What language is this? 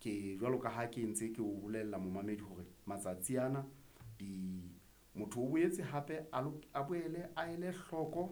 Southern Sotho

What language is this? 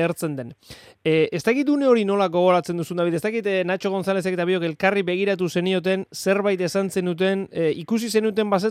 Basque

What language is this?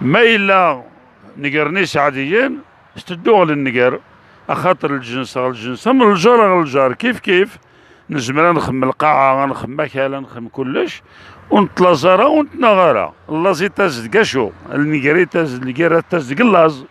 Algerian Arabic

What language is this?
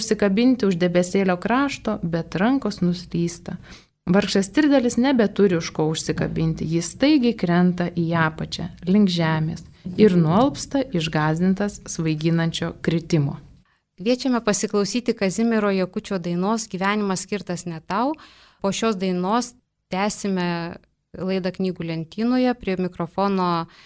Lithuanian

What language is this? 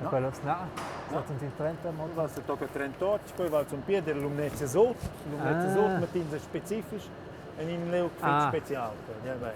Romansh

